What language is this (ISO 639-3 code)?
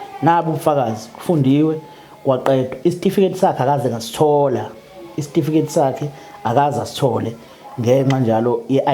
zul